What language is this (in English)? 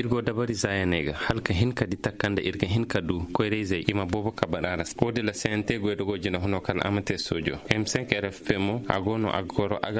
Koyraboro Senni